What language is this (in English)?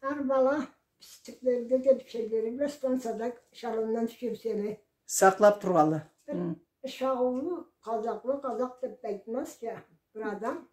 Karachay-Balkar